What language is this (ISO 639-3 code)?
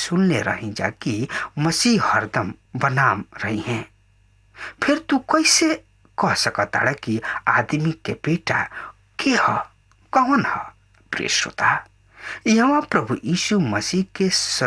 bho